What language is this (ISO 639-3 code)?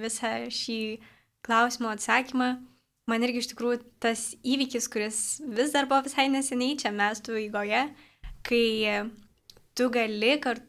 lit